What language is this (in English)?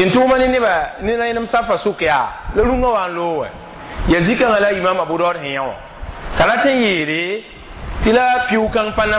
Mossi